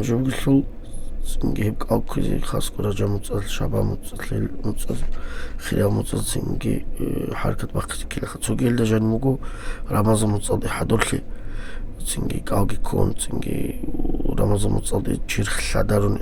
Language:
Avaric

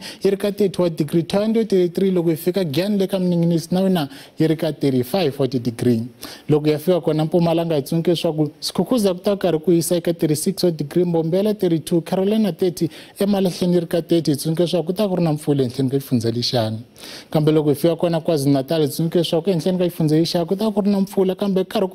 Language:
Tsonga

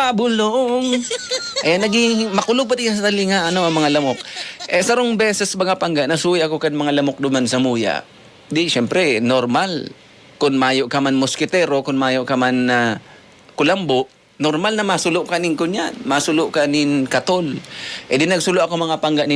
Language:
Bikol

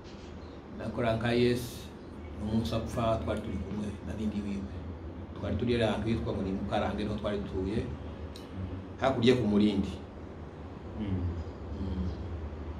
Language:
Kinyarwanda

